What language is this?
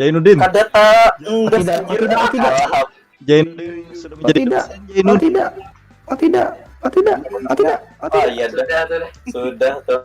Banjar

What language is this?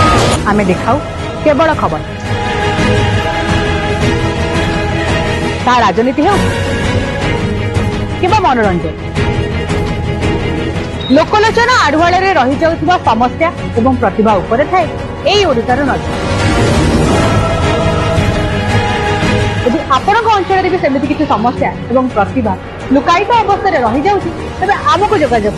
Odia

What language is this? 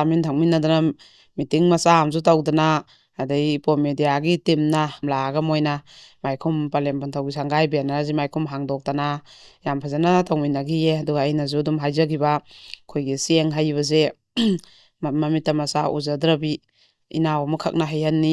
Manipuri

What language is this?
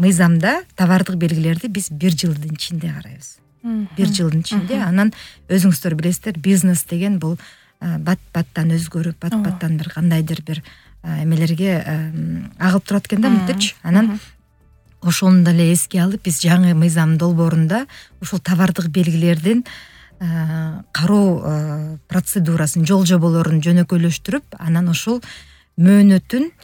Kyrgyz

